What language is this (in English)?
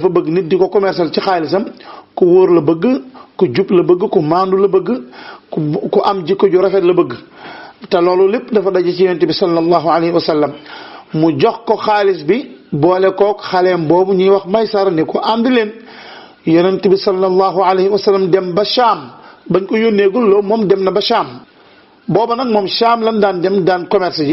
Wolof